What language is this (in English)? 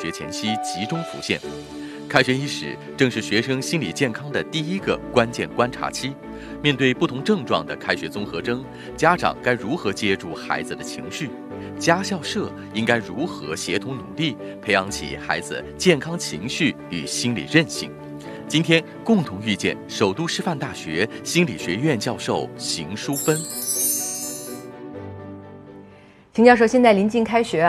Chinese